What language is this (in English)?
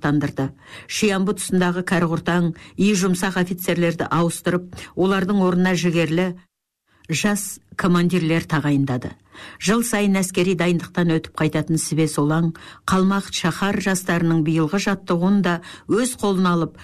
Kazakh